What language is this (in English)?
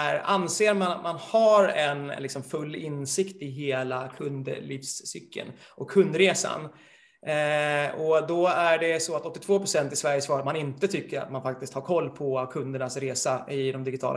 Swedish